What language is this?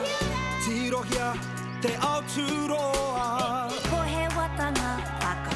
Māori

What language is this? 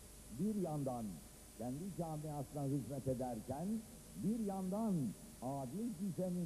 Turkish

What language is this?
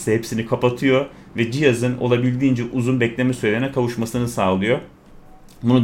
Turkish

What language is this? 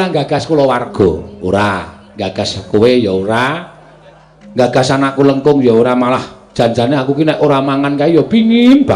Javanese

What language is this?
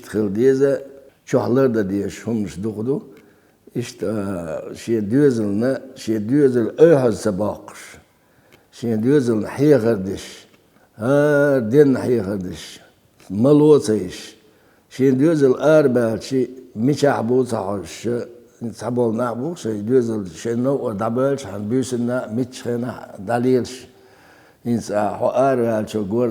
Chechen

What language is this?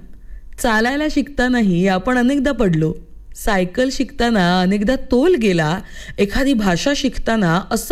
Marathi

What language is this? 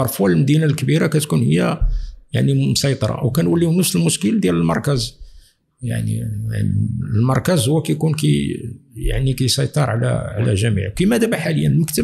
Moroccan Arabic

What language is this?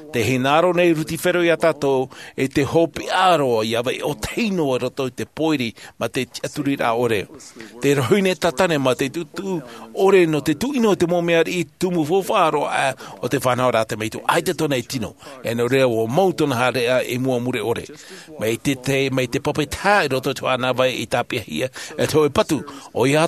Tahitian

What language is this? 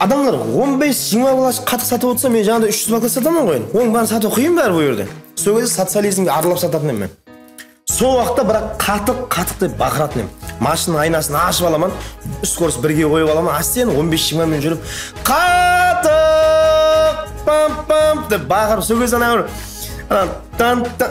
Kara-Kalpak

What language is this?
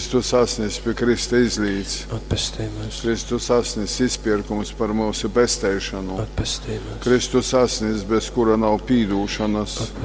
Latgalian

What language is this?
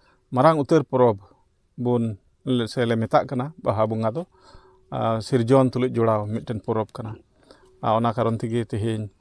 Santali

